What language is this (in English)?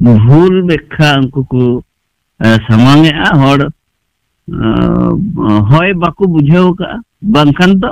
Santali